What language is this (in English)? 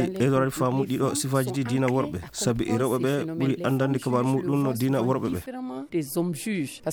Fula